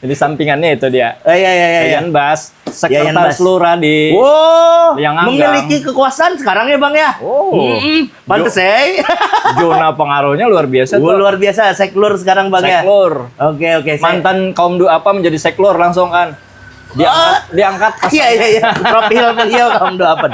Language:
Banjar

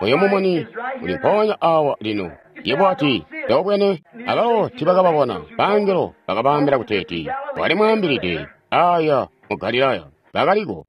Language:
Tonga (Zambia)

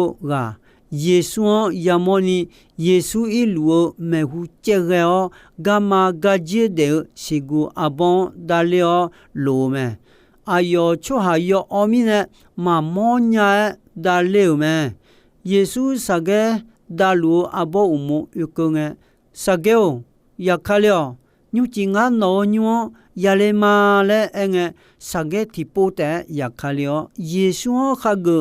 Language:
Akha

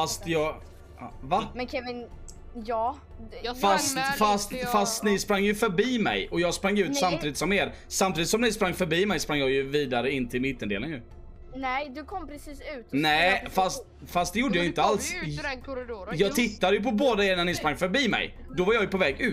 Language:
Swedish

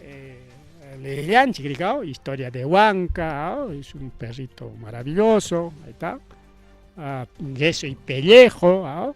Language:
Ayacucho Quechua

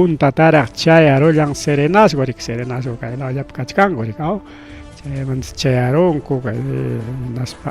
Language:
Ayacucho Quechua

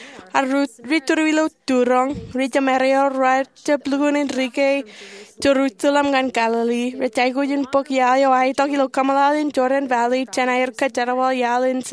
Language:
Marshallese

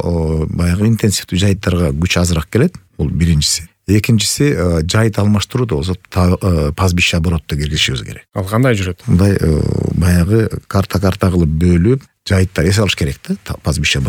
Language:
Kyrgyz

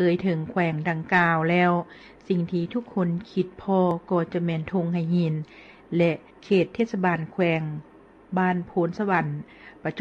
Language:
Lao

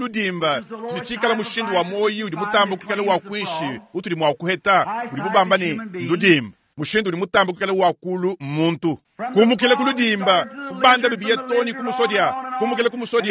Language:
Luba-Lulua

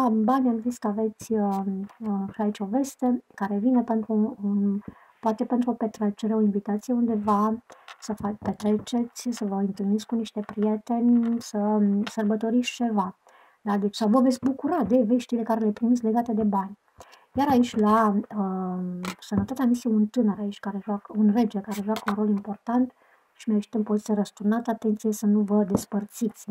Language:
Romanian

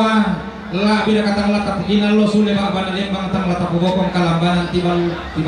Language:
Toraja-Sa'dan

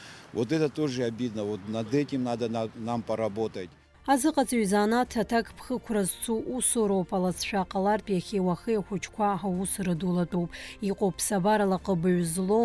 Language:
Abkhazian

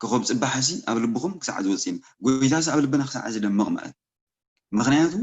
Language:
Tigrinya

